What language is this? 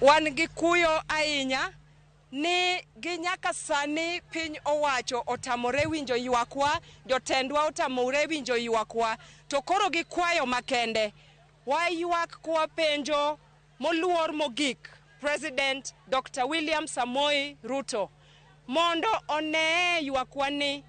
Luo (Kenya and Tanzania)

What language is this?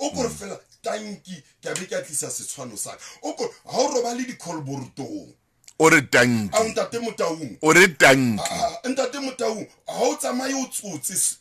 Southern Sotho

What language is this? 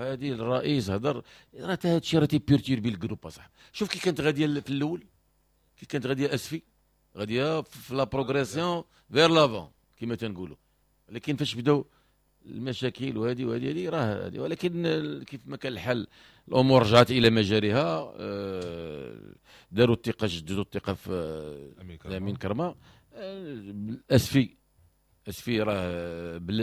Moroccan Arabic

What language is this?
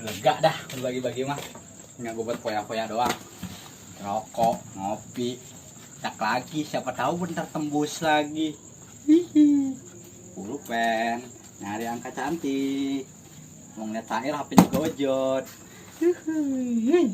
Betawi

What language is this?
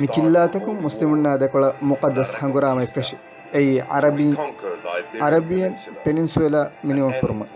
Divehi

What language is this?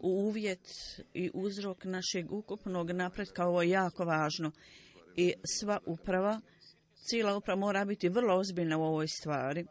Bosnian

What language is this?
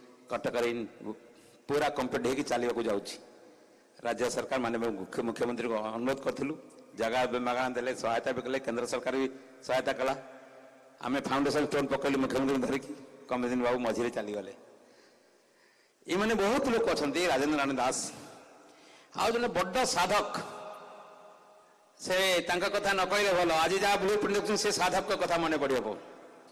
Odia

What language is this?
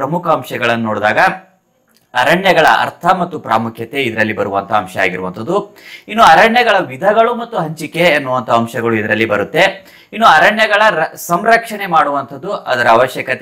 Kannada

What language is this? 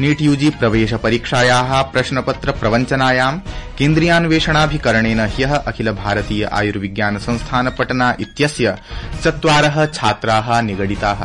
Sanskrit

